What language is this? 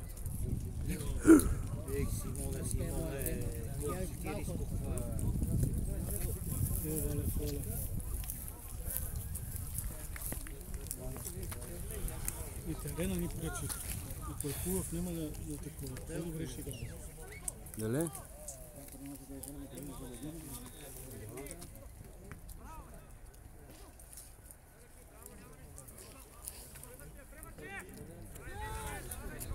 Bulgarian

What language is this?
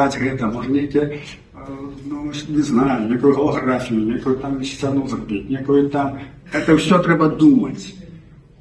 Belarusian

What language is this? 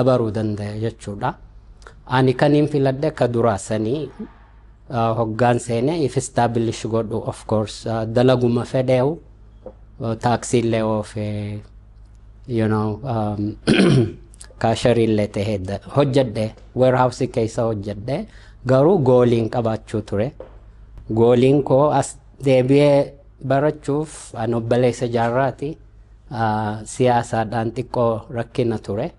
Oromo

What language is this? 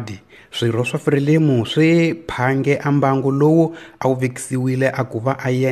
Tsonga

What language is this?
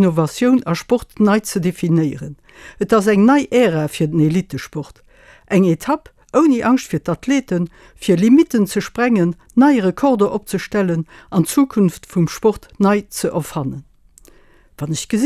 Luxembourgish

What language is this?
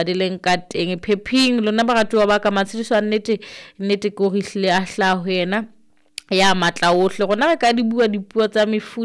Southern Sotho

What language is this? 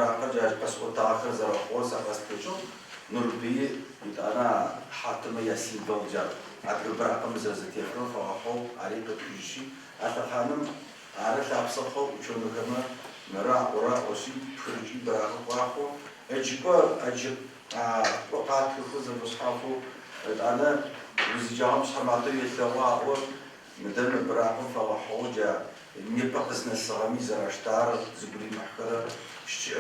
Adyghe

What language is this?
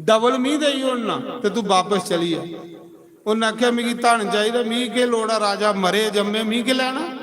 Dogri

